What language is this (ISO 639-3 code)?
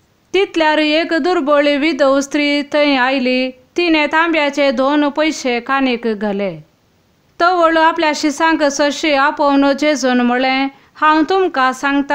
kok